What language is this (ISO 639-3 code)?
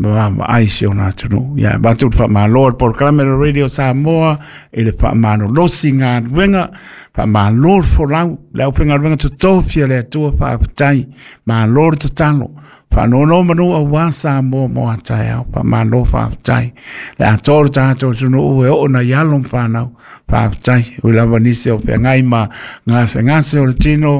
smo